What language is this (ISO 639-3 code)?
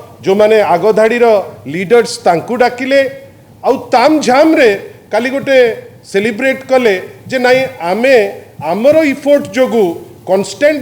ori